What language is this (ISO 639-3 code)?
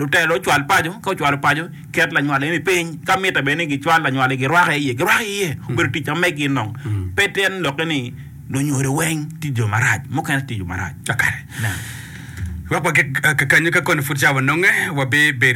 ach